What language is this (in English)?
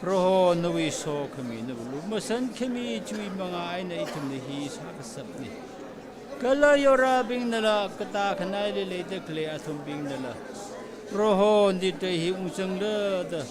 Tangkhul Naga (India)